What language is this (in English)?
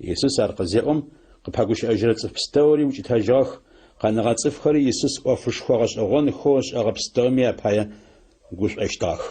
Adyghe